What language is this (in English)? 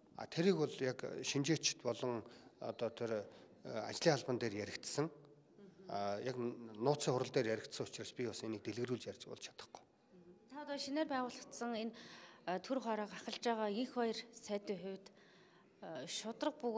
Mongolian